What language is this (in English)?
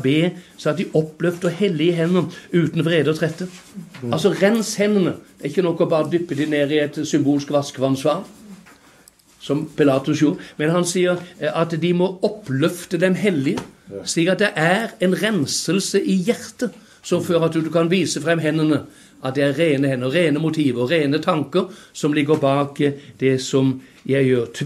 Norwegian